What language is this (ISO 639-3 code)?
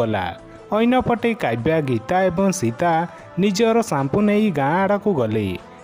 ori